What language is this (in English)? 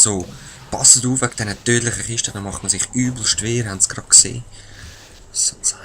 Swiss German